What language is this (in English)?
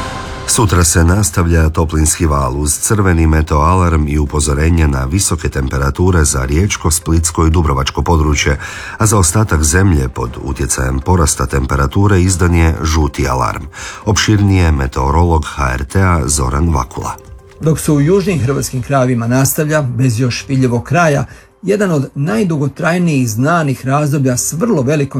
Croatian